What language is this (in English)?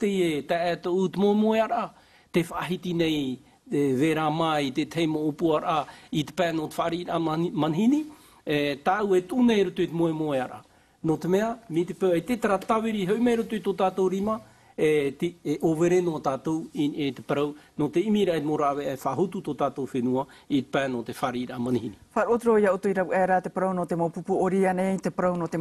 Tahitian